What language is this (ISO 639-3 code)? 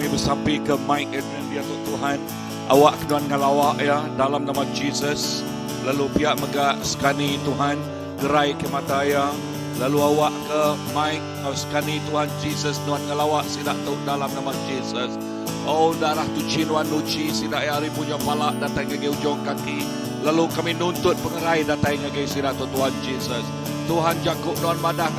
iba